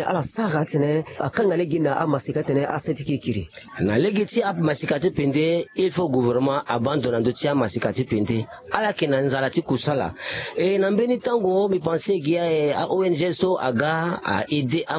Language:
Sango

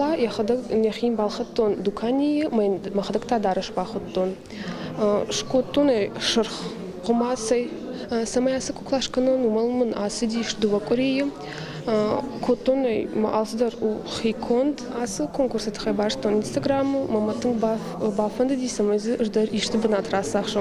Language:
Ossetic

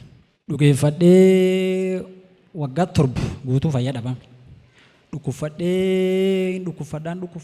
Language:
Oromo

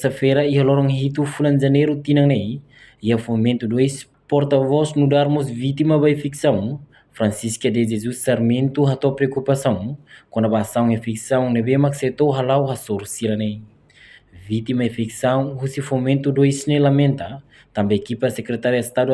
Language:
Tetum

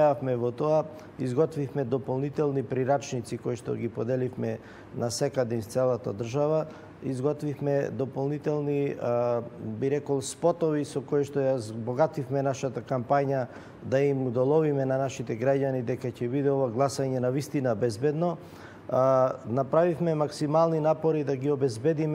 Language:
Macedonian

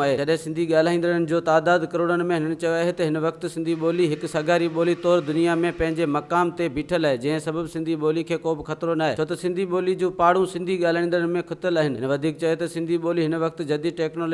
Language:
Sindhi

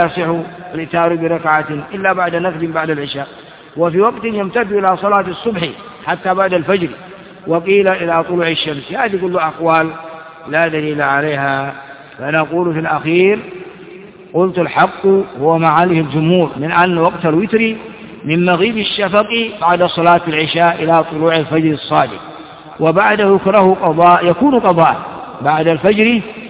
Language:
Arabic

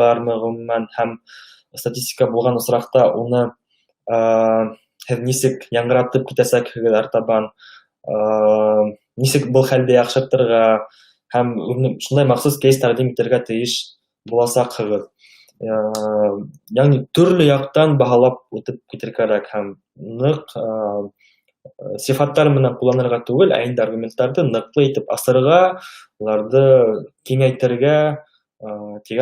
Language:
Bashkir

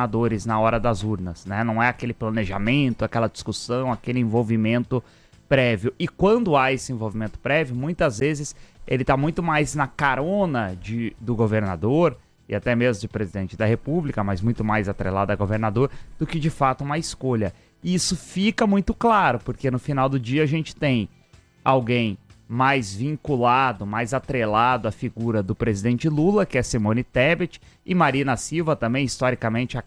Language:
Portuguese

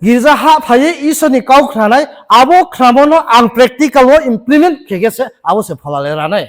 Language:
Riang (India)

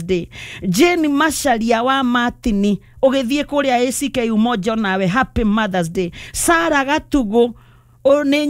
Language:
Kikuyu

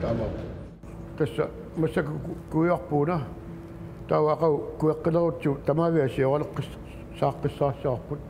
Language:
Kalaallisut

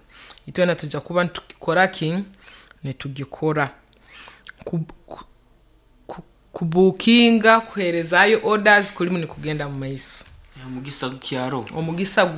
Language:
Nyoro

